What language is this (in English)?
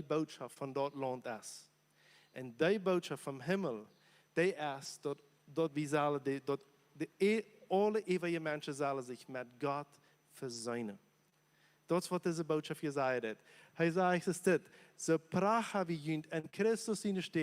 Plautdietsch